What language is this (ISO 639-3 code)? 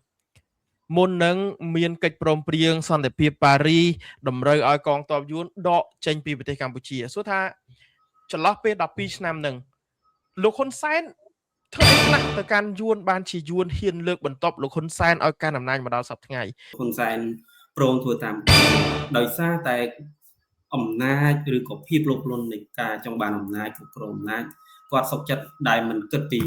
khm